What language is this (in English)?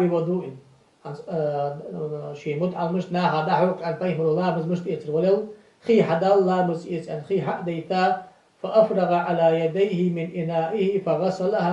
Ingush